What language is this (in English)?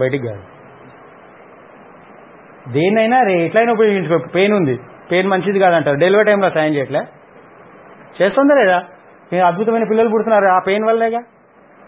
Telugu